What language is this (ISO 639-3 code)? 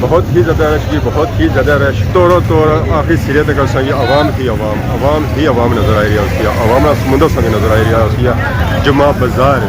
phr